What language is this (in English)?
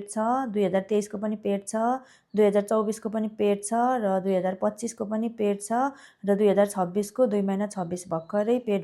Nepali